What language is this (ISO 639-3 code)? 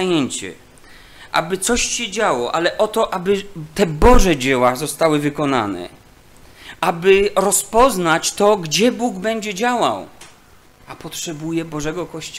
pol